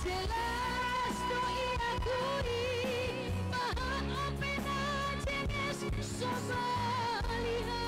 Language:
Batak Simalungun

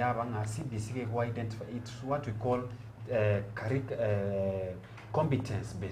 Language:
Gusii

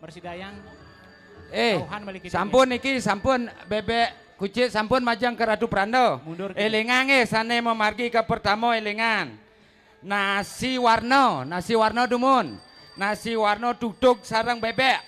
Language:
Balinese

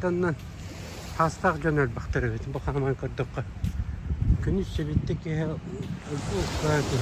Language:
Yakut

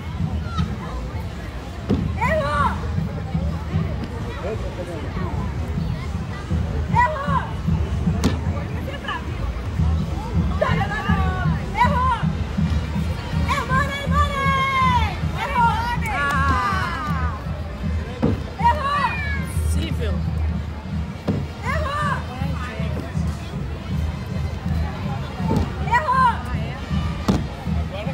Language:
Portuguese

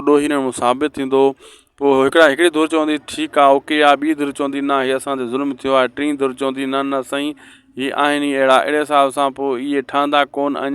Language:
Sindhi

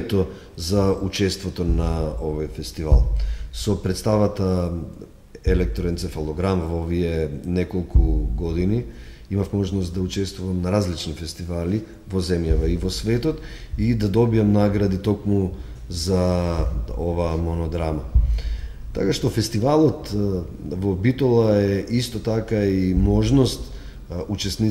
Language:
Macedonian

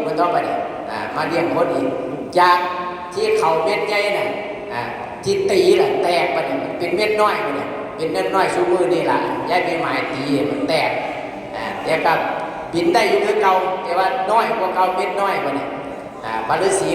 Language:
Northeastern Thai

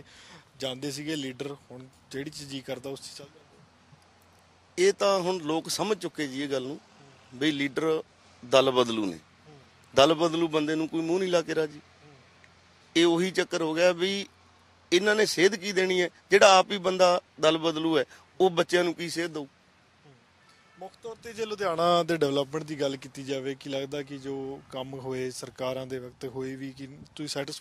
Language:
Punjabi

